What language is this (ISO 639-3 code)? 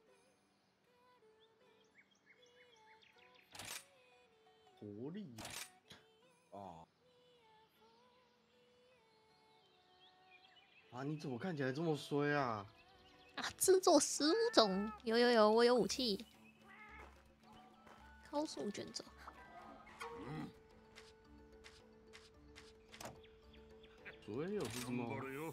zho